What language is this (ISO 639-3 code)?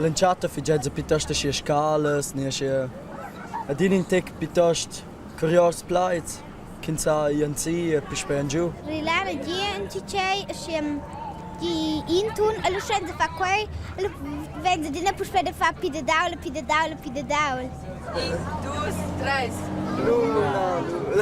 roh